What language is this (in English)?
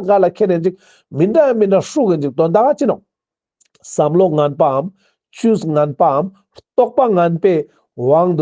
Ladakhi